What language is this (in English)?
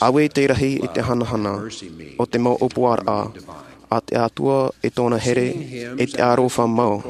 Tahitian